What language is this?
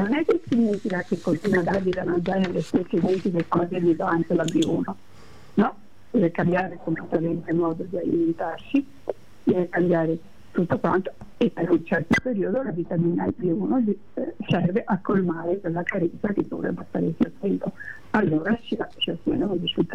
Italian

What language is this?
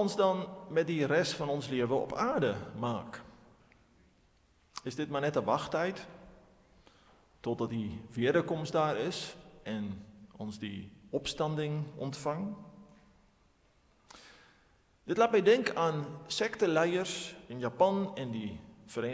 Afrikaans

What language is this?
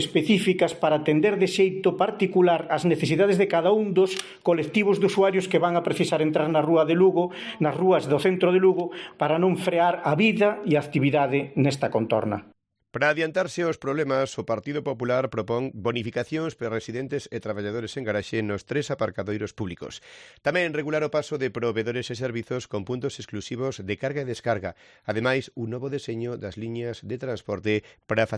Galician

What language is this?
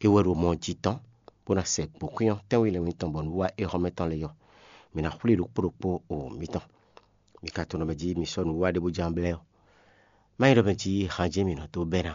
Fon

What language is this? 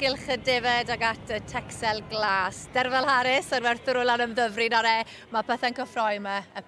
Welsh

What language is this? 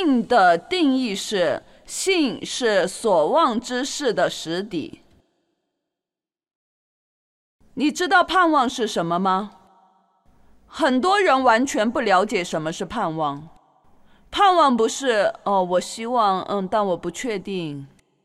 Chinese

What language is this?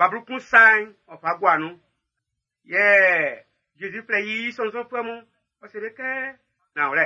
Baoulé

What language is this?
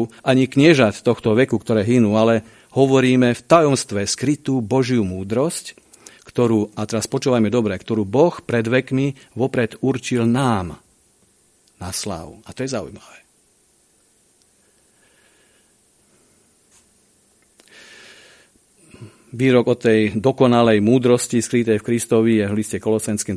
Slovak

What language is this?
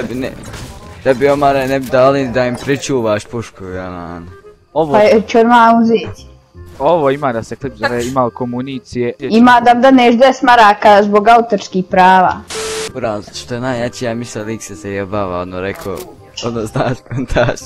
Bosnian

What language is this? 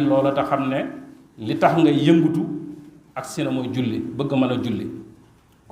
Wolof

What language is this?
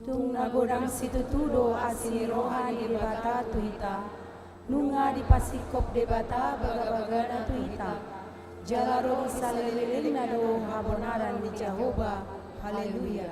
Batak Toba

